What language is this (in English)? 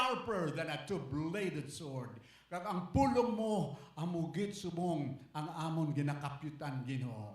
Hiligaynon